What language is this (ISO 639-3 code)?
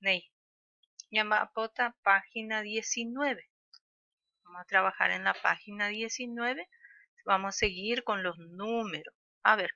grn